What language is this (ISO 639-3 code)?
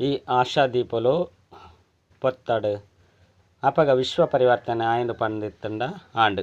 tcy